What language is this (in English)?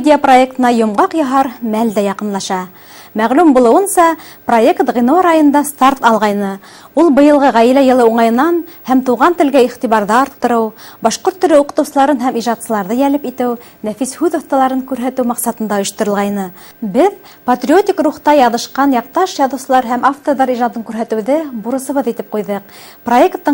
Bashkir